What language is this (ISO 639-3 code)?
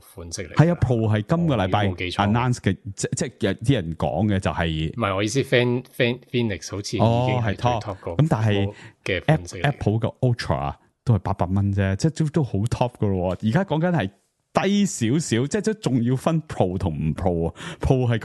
yue